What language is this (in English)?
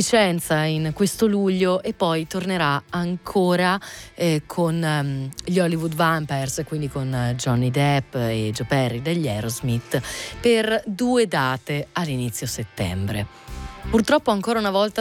Italian